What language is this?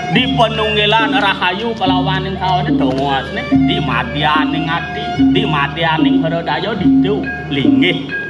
Balinese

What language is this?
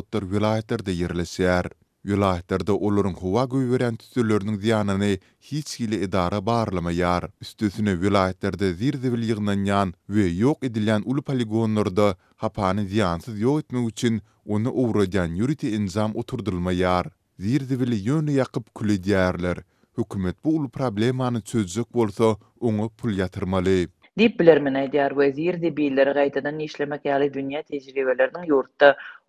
Turkmen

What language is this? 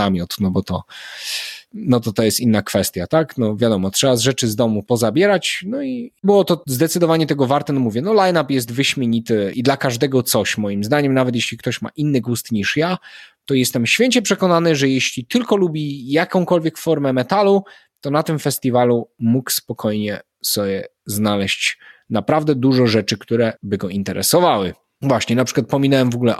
Polish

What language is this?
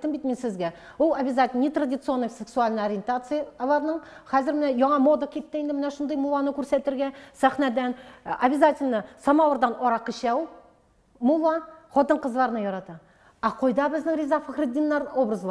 Tatar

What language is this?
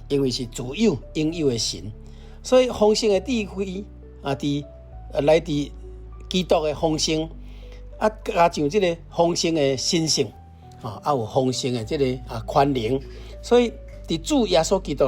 Min Nan Chinese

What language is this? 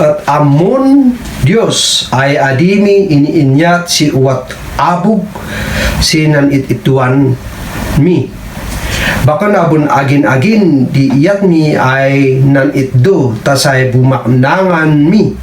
Kankanaey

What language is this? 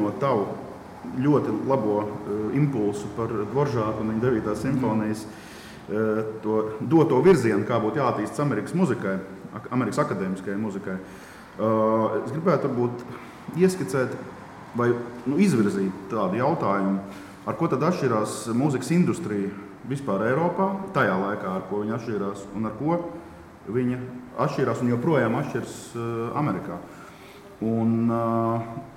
Latvian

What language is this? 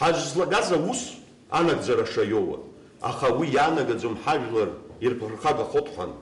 Abkhazian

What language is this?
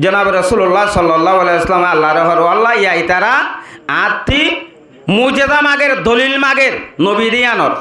Rohingya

